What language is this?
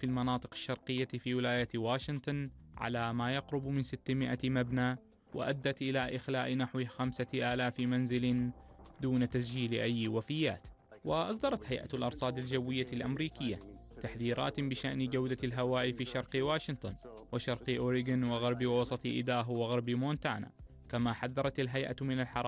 Arabic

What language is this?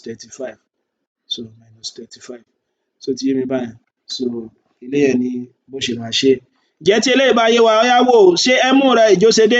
Yoruba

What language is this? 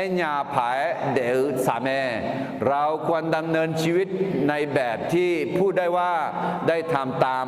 Akha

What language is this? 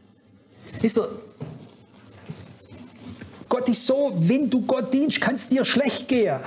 German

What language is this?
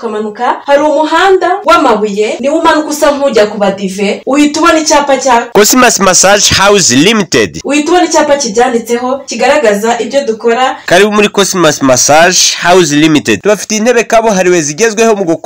Kinyarwanda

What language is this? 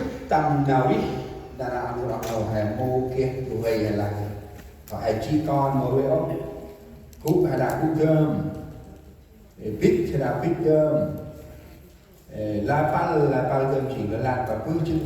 Central Mnong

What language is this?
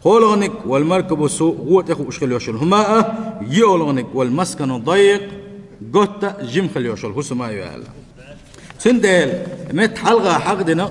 Chechen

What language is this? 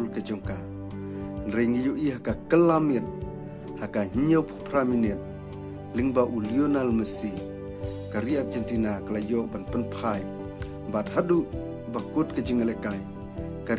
Khasi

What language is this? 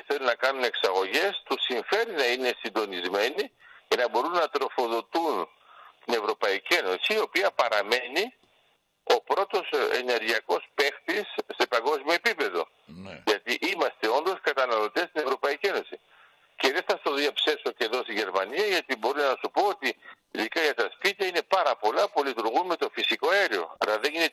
Greek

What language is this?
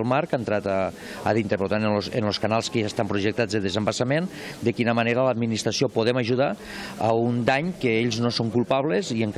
Catalan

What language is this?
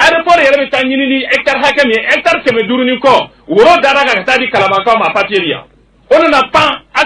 Bambara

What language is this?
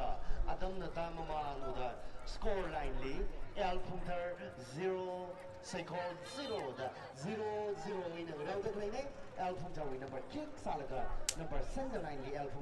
Tangkhul Naga (India)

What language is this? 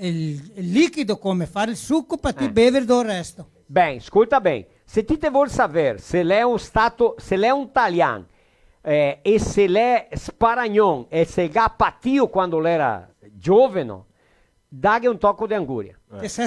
Venetian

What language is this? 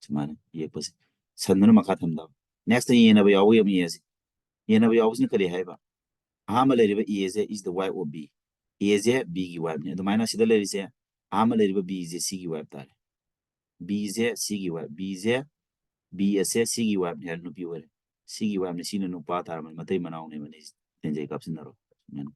Manipuri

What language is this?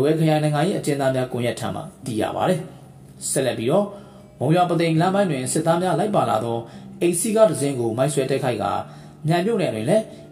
Burmese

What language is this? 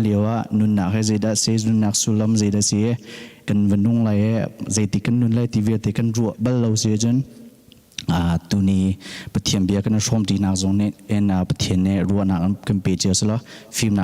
Hakha Chin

